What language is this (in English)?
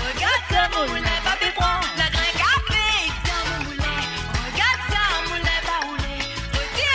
Morisyen